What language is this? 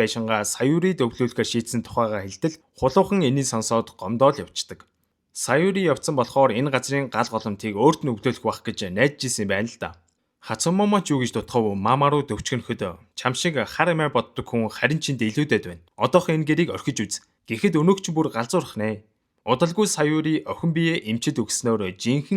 Mongolian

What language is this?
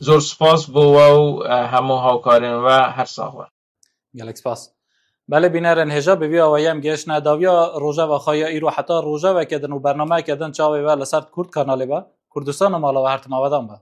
Kurdish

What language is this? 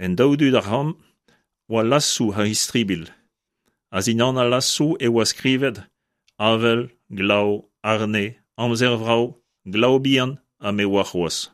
Breton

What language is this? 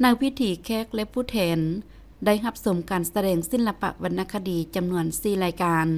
Lao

